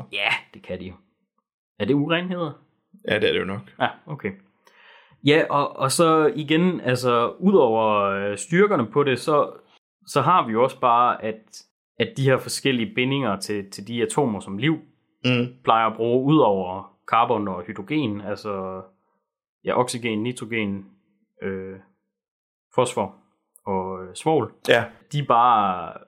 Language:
Danish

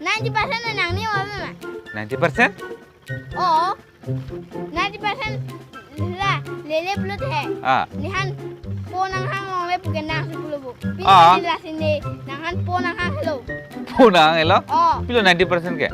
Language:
Karbi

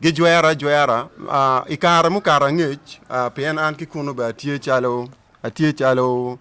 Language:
Acoli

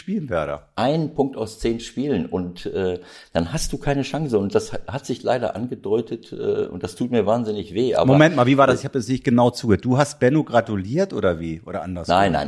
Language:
German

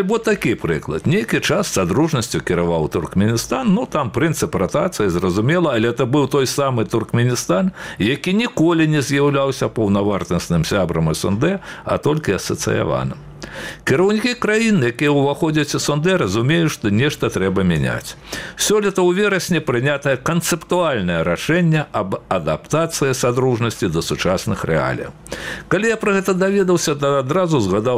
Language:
Belarusian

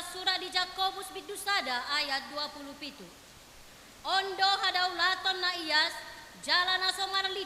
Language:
Batak Toba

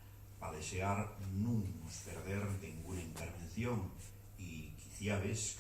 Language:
Asturian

